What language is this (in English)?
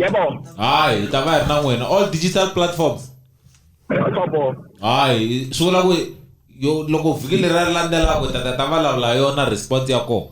Tsonga